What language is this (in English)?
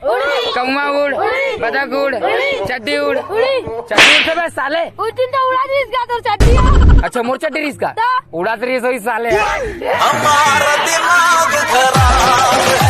Chhattisgarhi